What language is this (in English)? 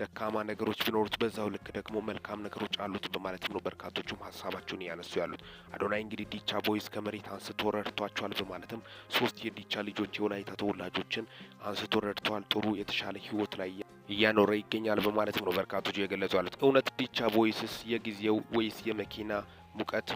Amharic